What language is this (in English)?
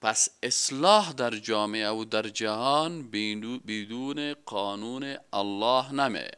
Persian